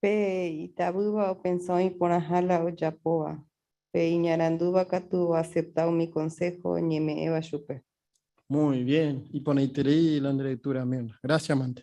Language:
Guarani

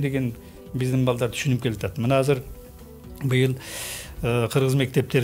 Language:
Kyrgyz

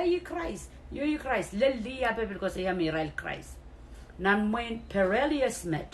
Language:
Pohnpeian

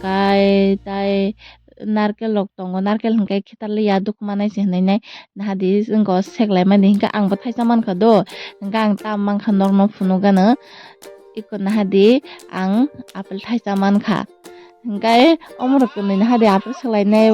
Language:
Kok Borok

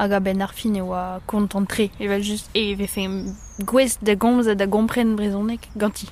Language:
Breton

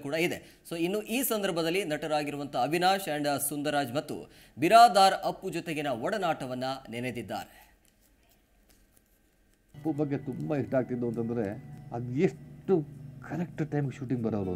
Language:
Kannada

